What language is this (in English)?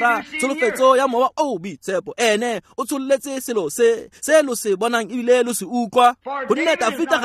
Tswana